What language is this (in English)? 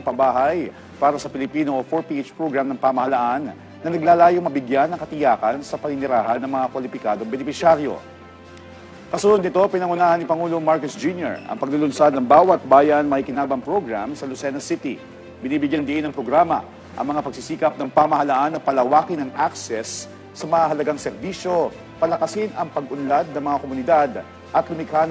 Filipino